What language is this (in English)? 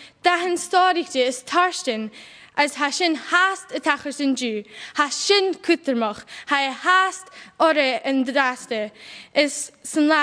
Scottish Gaelic